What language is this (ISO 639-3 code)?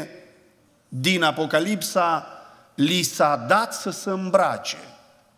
ron